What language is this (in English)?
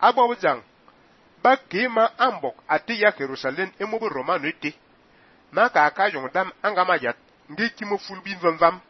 Fang